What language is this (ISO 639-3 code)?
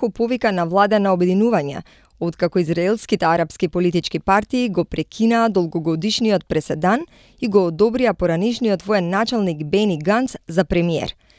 mkd